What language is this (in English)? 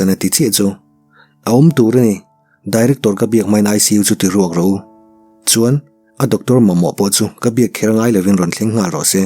Mizo